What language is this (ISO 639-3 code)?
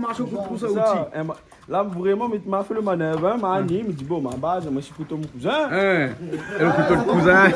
rcf